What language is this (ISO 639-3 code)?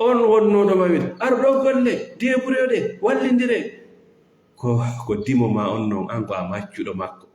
ful